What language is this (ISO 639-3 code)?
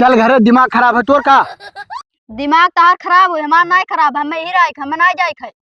awa